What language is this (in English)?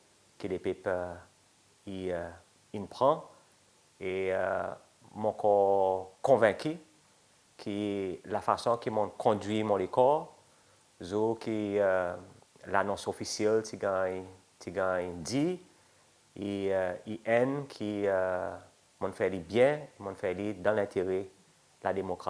Seselwa Creole French